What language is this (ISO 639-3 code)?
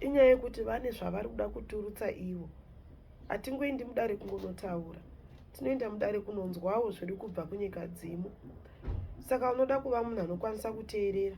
sna